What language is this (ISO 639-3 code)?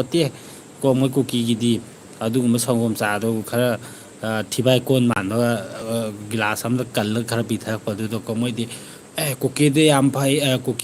mni